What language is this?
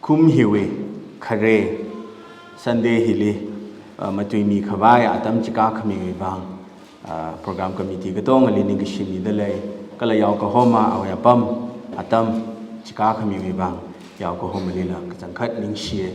Tangkhul Naga (India)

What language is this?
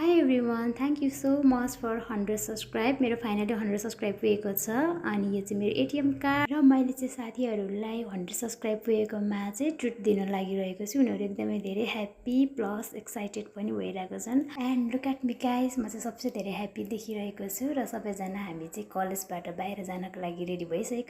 Nepali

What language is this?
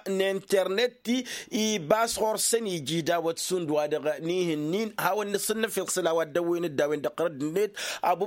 Tamasheq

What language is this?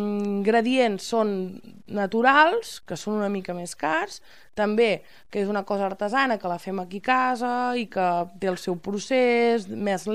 Catalan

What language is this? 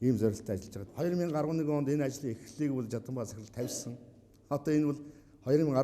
Mongolian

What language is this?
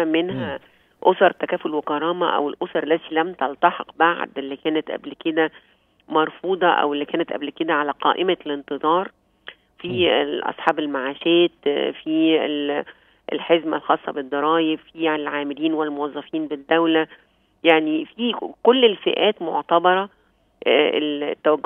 Egyptian Arabic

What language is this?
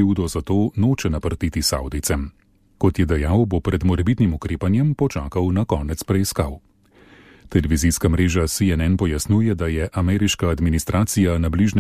Slovenian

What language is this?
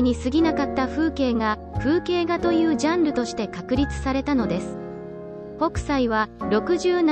Japanese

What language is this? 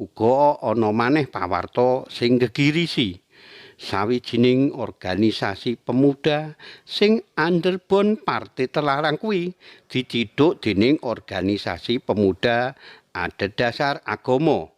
Javanese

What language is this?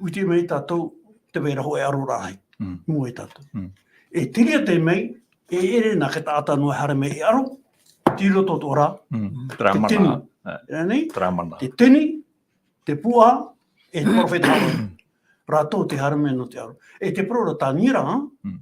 Tahitian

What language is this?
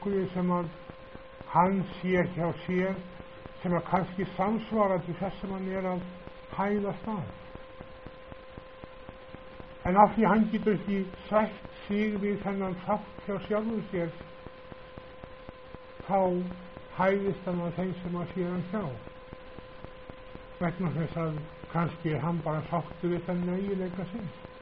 Icelandic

